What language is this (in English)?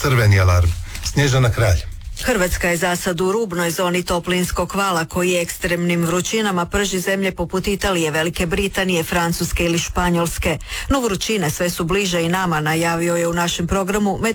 Croatian